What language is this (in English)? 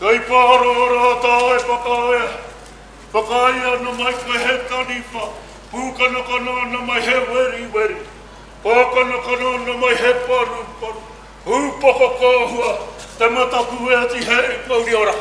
Māori